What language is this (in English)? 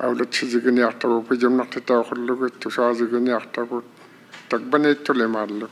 Inuktitut